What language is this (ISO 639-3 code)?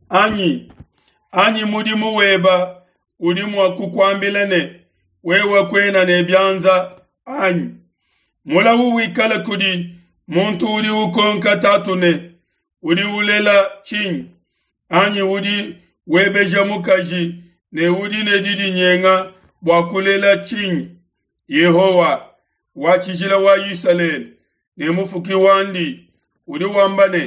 lua